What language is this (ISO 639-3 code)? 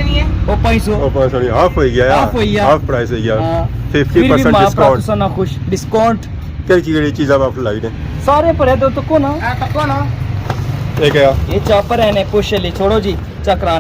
phr